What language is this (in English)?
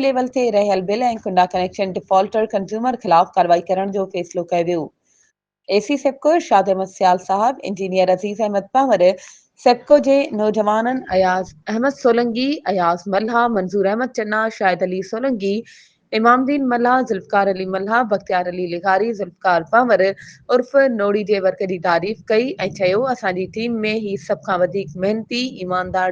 Sindhi